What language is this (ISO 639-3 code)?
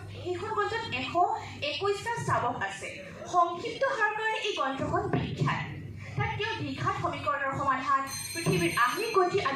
asm